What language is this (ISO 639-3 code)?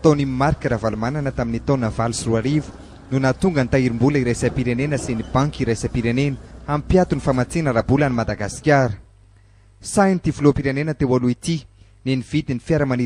mlg